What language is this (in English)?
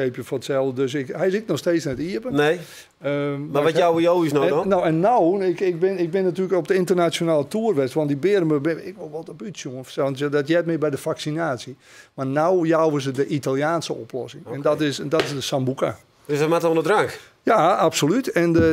Western Frisian